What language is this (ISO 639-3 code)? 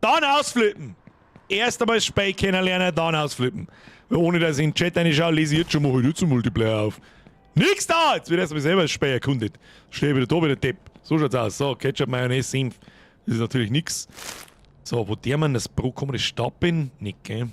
bar